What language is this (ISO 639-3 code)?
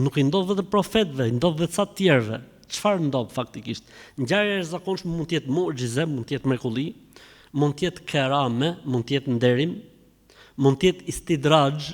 sqi